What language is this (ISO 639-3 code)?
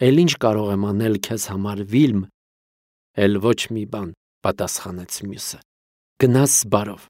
hye